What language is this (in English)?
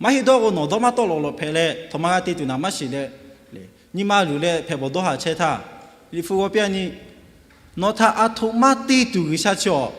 Lahu